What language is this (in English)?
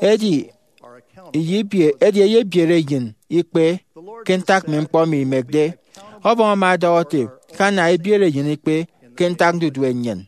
Efik